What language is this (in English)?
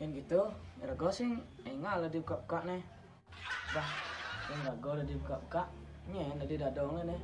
Balinese